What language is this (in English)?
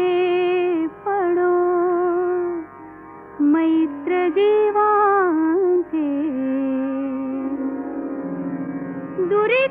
Marathi